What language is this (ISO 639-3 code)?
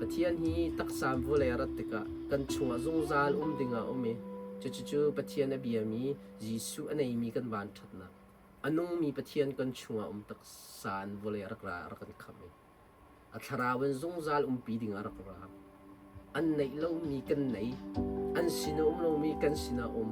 cnh